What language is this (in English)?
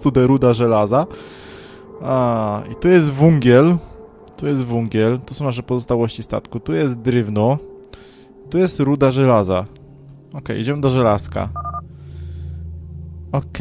Polish